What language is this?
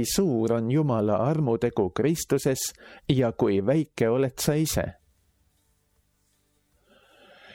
Estonian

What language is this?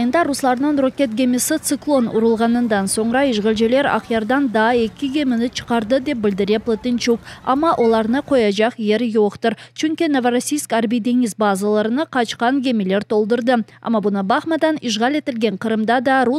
Crimean Tatar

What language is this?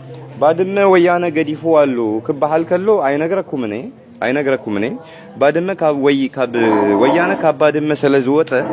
Tigrinya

